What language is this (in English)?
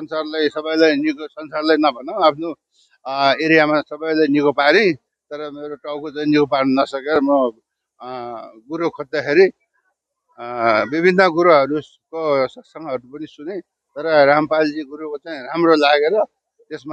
Nepali